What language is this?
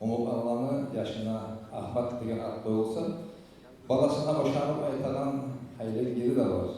Kumyk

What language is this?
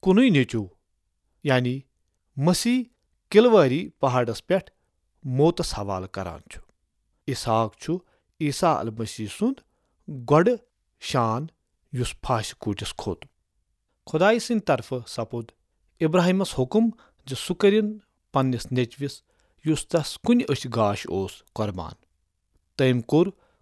Kashmiri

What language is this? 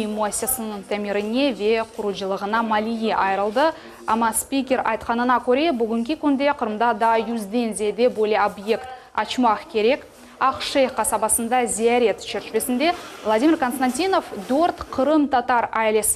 Crimean Tatar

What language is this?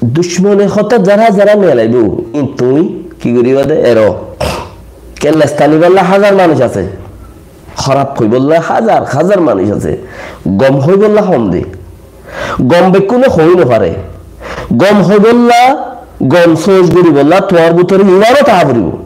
Rohingya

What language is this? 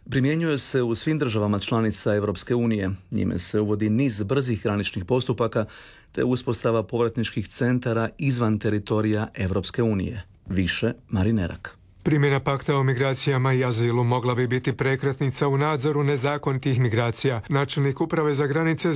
Croatian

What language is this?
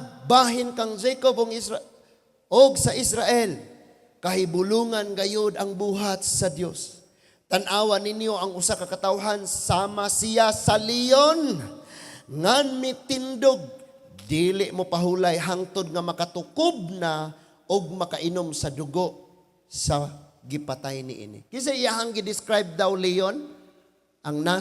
Cebuano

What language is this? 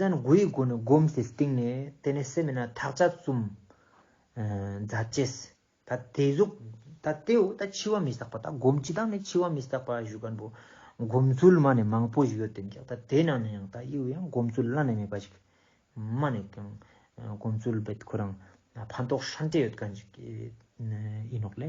Ladakhi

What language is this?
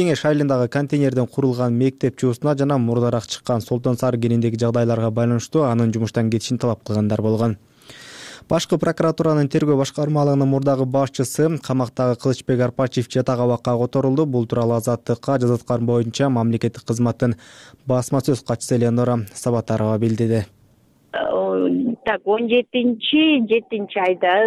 Kyrgyz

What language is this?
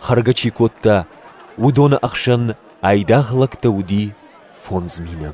Ossetic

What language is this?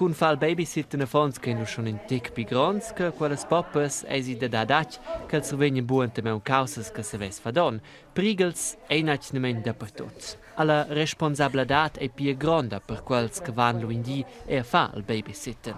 Romansh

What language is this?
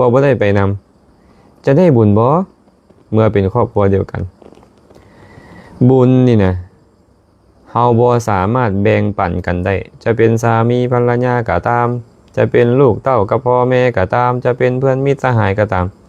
Lao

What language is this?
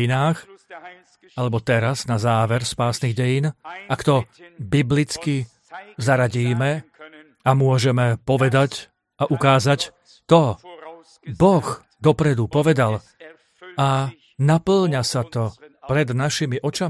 Slovak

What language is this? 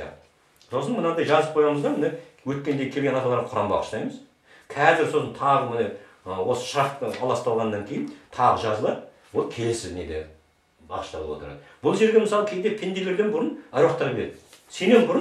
Kazakh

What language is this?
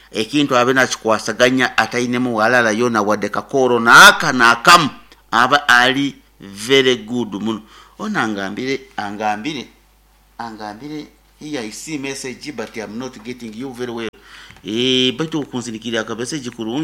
Nyoro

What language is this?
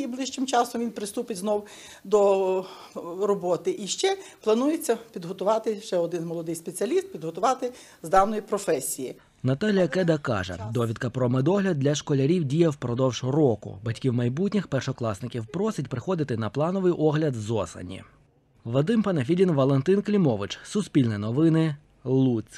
Ukrainian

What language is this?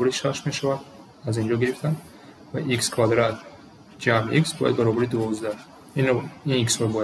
Tajik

